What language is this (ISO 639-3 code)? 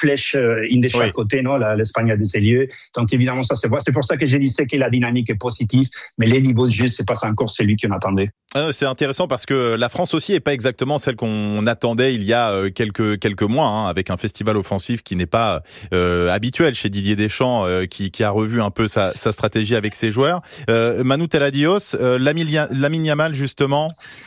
fra